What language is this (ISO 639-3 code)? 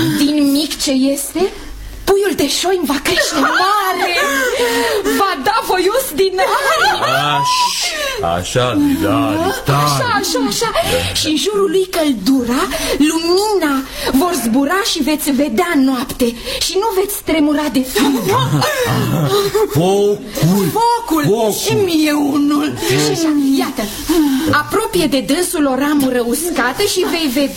ron